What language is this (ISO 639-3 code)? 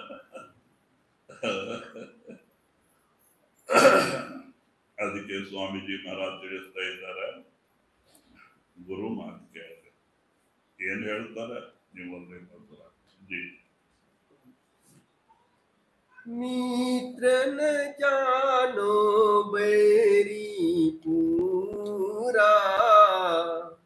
kan